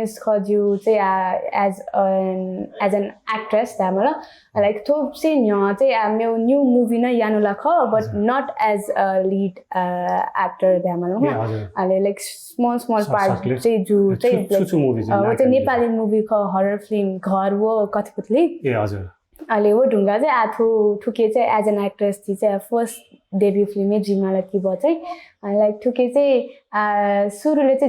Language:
Newari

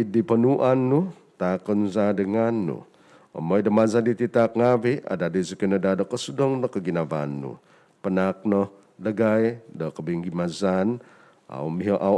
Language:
Central Dusun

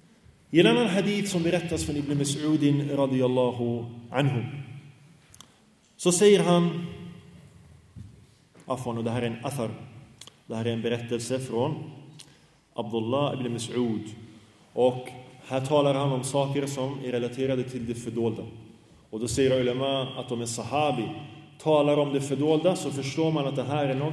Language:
Swedish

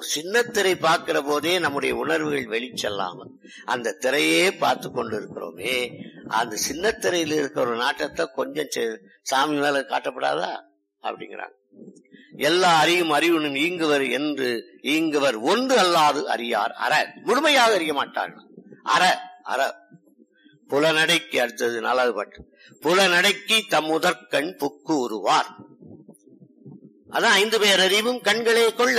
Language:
Tamil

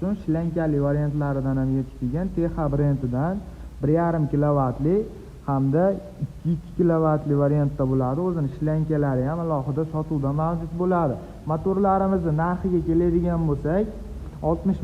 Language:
Uzbek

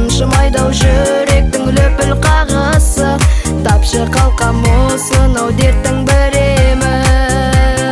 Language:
Kazakh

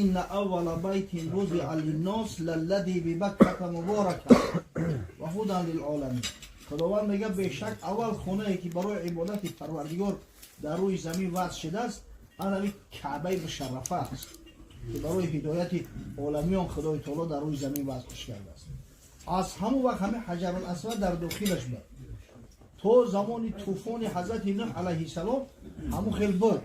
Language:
Tajik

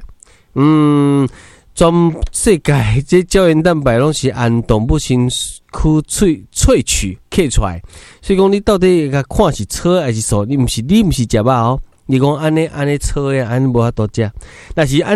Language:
Min Nan Chinese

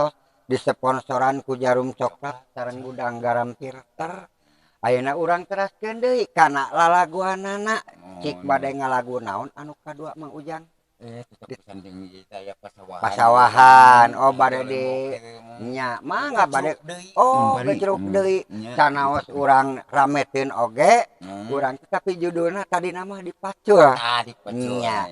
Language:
Sundanese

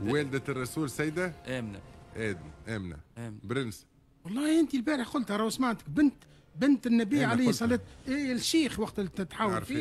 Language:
Tunisian Arabic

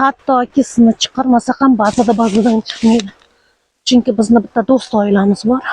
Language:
Uzbek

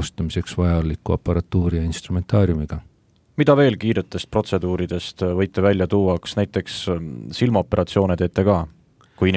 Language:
Estonian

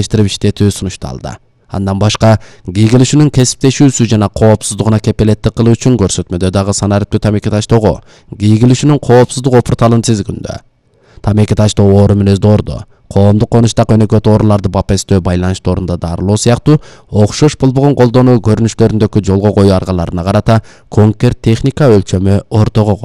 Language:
Kyrgyz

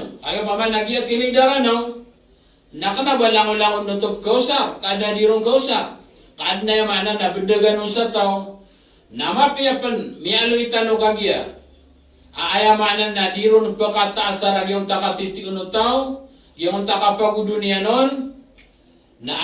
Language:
Maranao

